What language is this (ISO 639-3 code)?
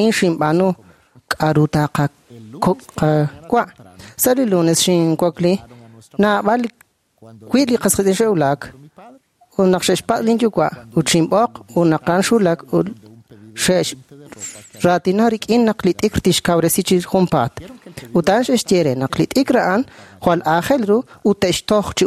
kek